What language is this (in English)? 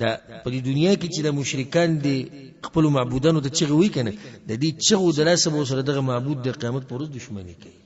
Pashto